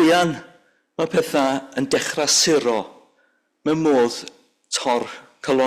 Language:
Welsh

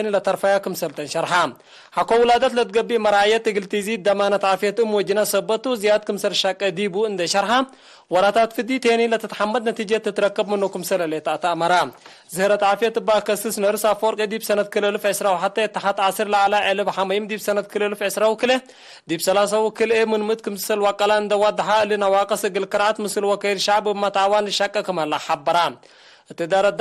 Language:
Tigre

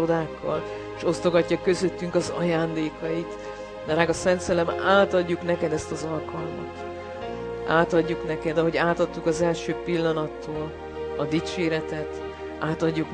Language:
Hungarian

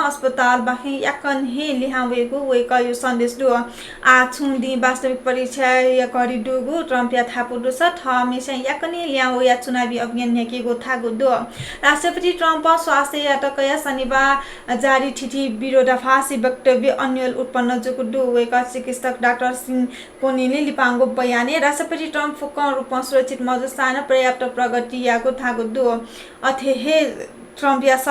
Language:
Newari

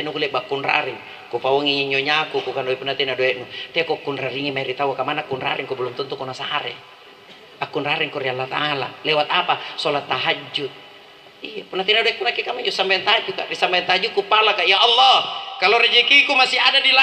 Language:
Makasar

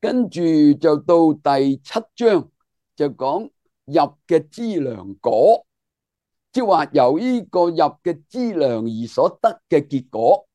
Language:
Cantonese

